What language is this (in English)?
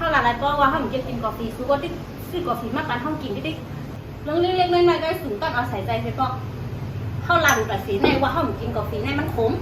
Shan